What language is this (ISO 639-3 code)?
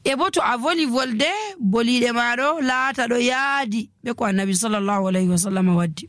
fuv